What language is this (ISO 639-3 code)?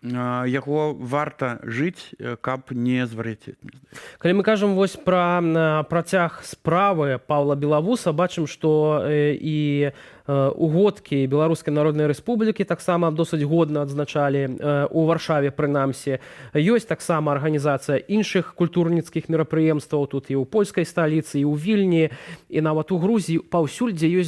bel